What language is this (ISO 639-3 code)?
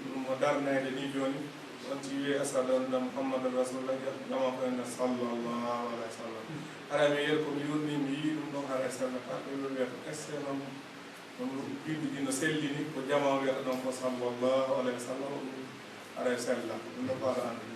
fuf